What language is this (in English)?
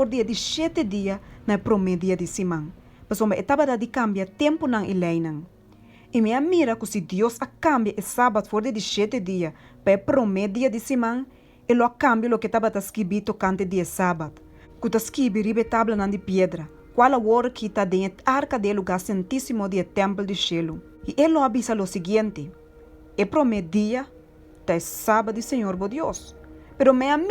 Papiamento